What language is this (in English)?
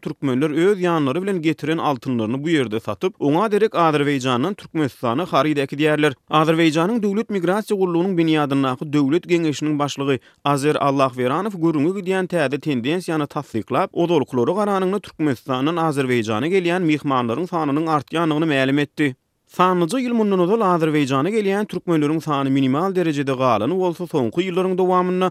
Turkmen